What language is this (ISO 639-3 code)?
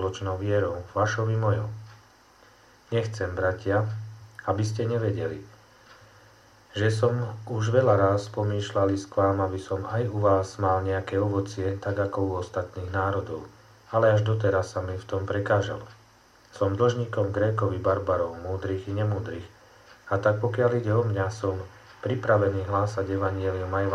slk